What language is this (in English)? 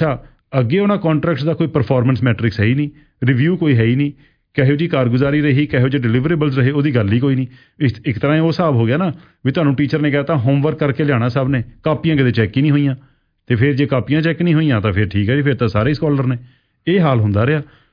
Punjabi